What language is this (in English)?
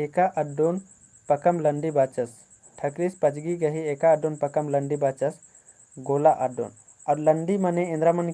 Kurukh